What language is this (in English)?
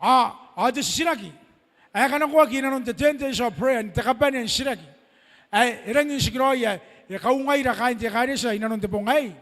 Gilbertese